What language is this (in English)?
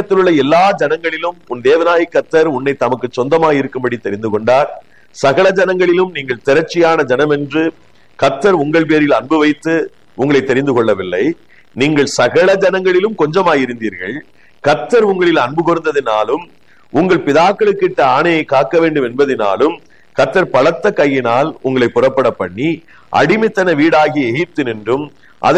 Tamil